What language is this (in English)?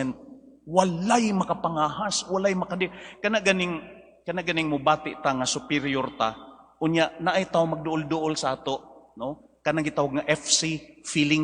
Cebuano